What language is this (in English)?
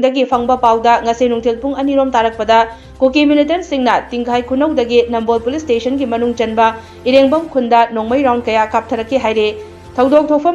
Manipuri